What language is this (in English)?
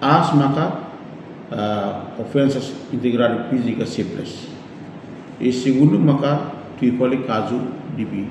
Tetum